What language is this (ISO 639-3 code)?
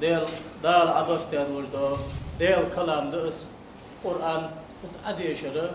inh